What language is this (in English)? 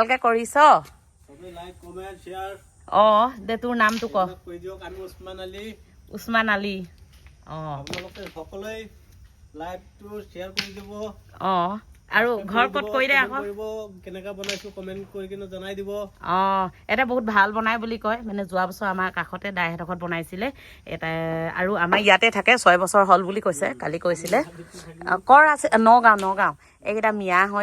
Assamese